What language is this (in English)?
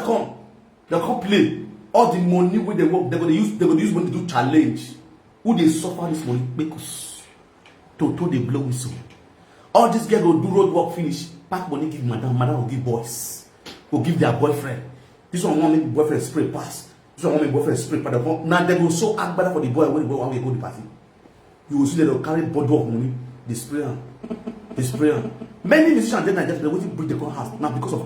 Nigerian Pidgin